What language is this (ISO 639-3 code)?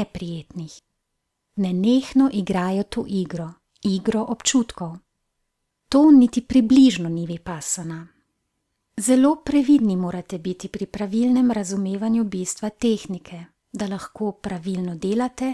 slv